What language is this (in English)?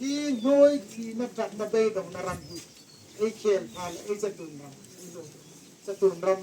Hmar